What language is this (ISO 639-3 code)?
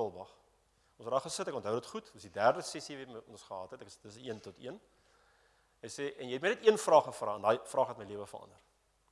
afr